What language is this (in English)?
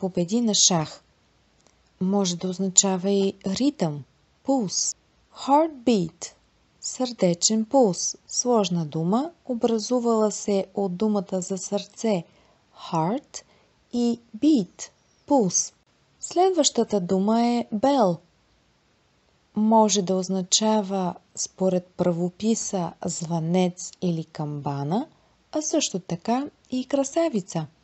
Bulgarian